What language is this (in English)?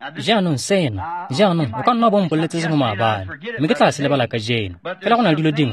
Tswana